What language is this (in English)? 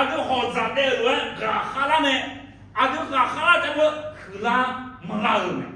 Akha